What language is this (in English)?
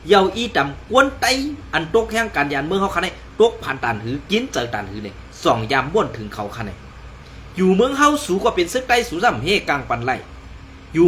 Shan